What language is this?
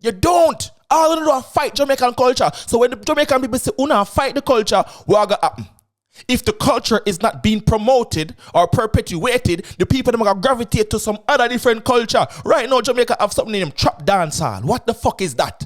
Jamaican Creole English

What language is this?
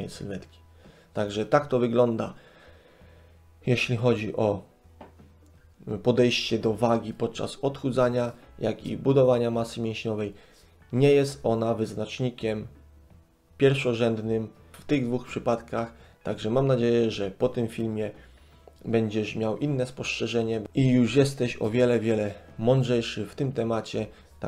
Polish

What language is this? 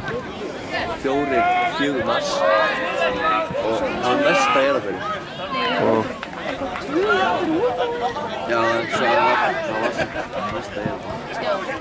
Icelandic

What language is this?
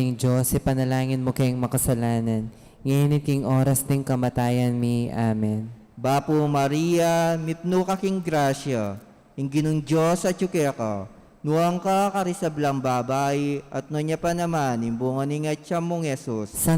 Pampanga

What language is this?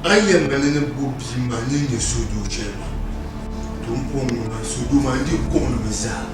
Dagbani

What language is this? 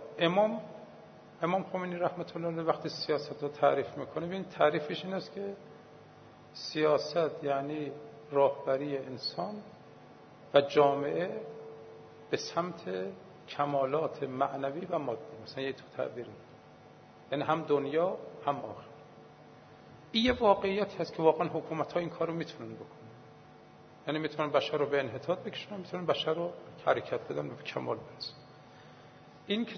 Persian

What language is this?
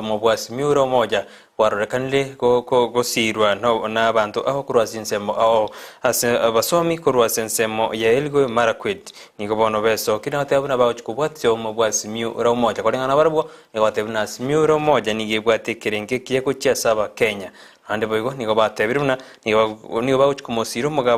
Gusii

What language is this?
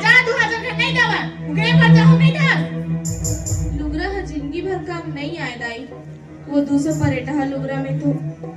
Chhattisgarhi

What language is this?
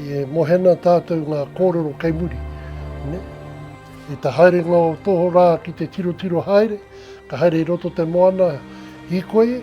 Māori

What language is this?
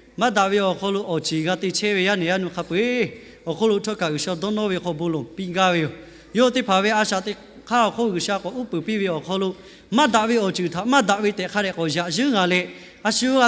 Lahu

